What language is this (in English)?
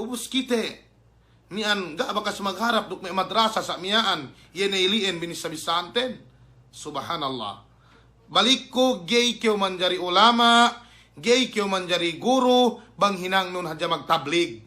Yakan